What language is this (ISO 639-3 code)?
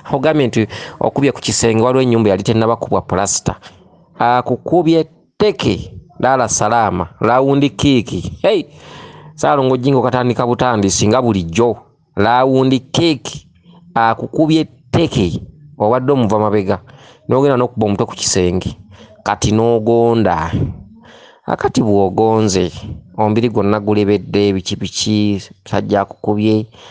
lug